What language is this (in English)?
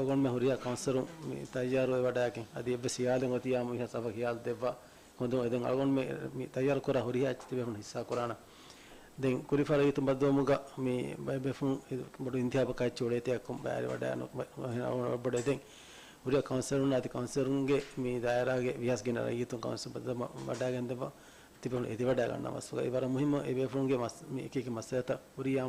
Divehi